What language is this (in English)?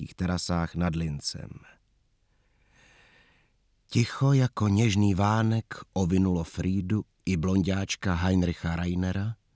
Czech